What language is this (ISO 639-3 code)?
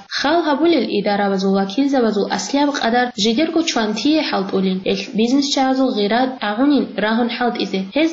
ava